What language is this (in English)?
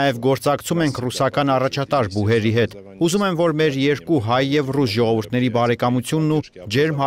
Armenian